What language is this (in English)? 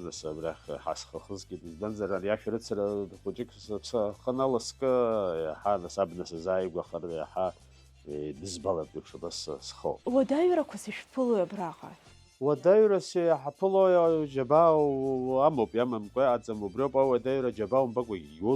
Abkhazian